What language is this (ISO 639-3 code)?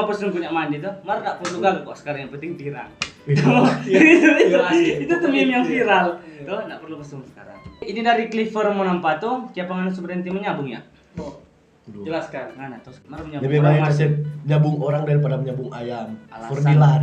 xmm